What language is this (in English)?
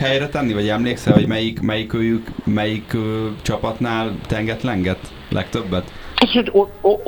Hungarian